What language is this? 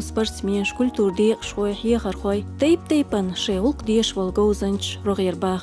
Chechen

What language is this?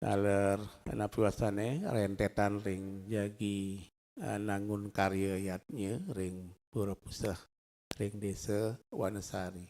Balinese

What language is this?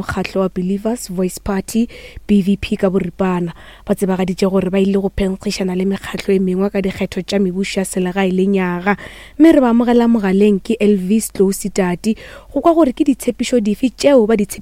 Northern Sotho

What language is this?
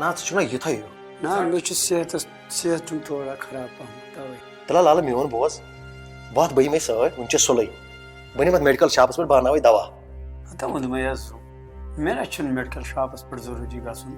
Kashmiri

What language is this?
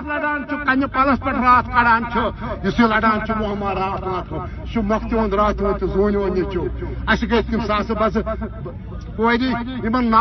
Kashmiri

